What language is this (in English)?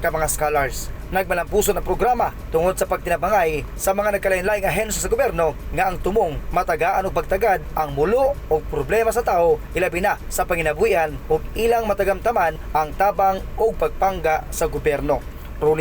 Cebuano